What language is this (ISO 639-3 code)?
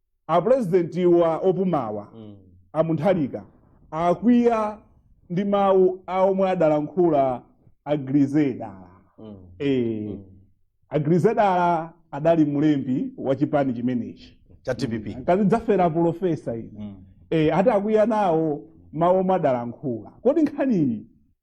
nya